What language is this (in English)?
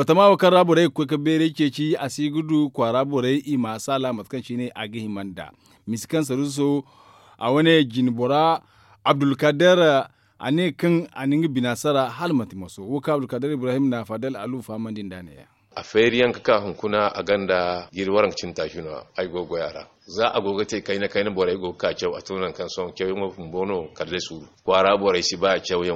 Zarma